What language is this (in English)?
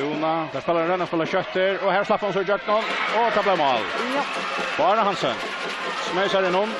Faroese